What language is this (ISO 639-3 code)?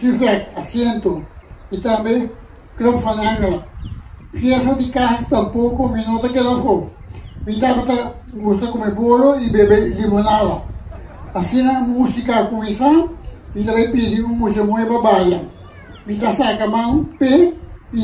pap